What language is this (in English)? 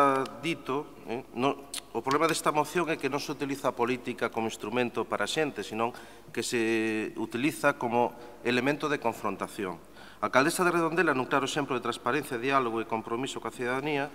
Galician